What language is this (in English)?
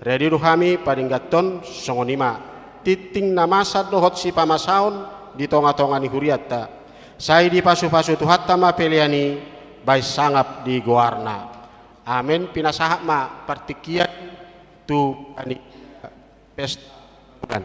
Batak Toba